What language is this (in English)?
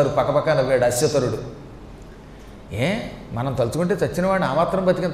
Telugu